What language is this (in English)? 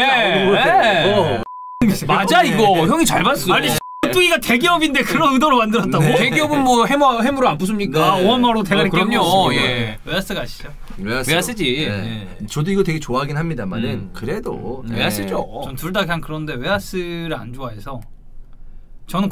Korean